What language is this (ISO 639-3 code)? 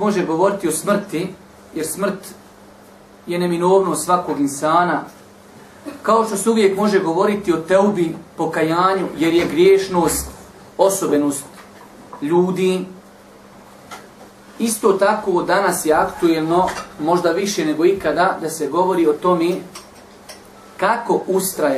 bos